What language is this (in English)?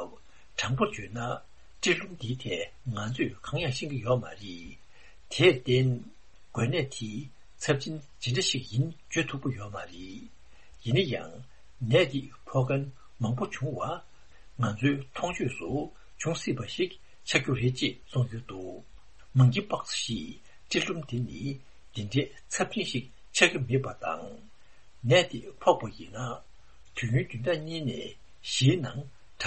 Tibetan